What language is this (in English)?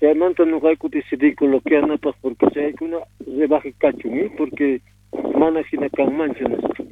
South Bolivian Quechua